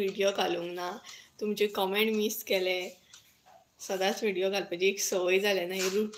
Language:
Konkani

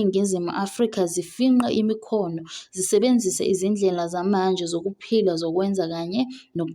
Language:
Zulu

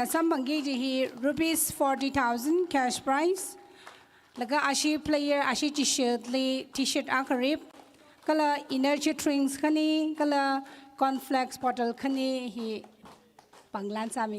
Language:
Tangkhul Naga (India)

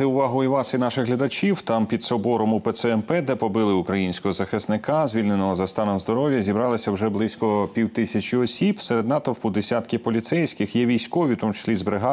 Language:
Ukrainian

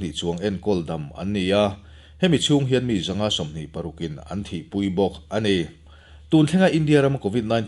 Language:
Mizo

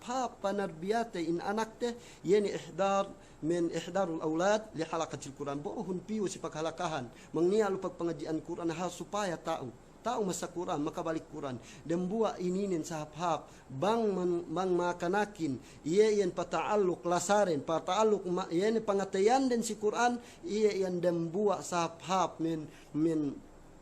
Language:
Yakan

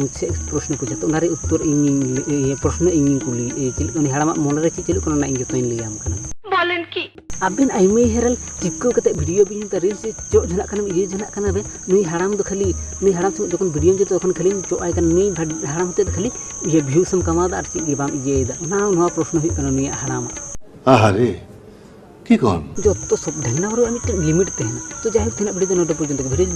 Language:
Santali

